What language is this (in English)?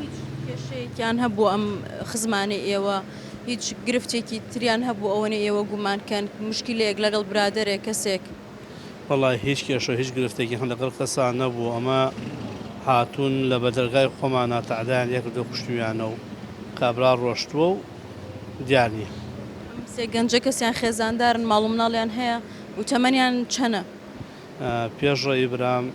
Central Kurdish